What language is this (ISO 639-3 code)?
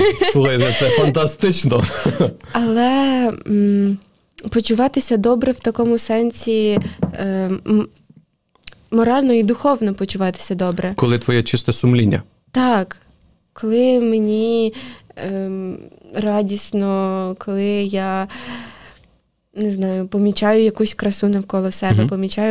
ukr